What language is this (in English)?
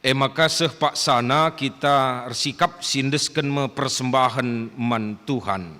Batak Karo